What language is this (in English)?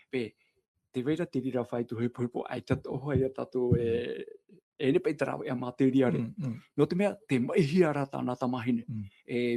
Tahitian